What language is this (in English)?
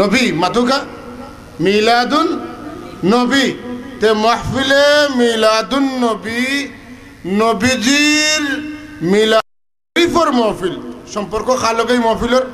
Sylheti